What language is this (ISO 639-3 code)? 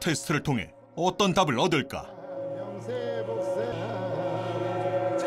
kor